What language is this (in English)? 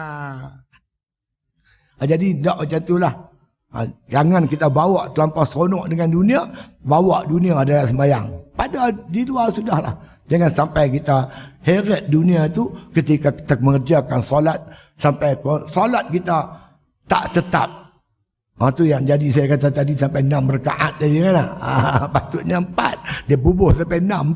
Malay